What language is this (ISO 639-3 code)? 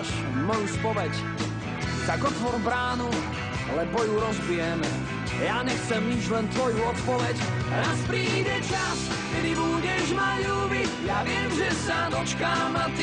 slk